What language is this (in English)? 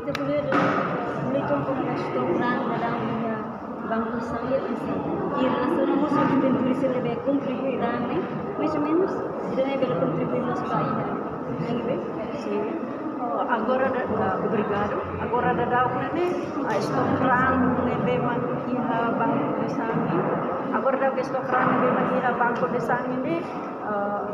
Tetum